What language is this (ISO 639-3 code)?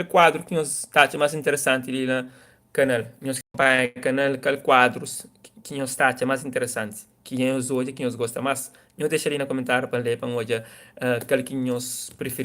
kea